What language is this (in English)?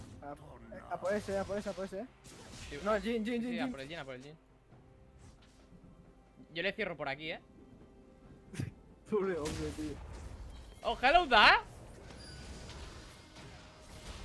Spanish